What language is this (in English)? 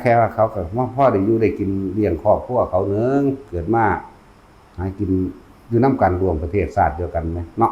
Northeastern Thai